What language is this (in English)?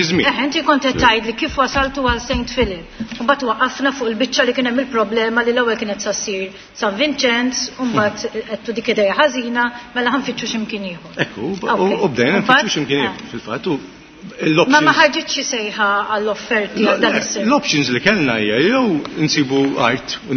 Maltese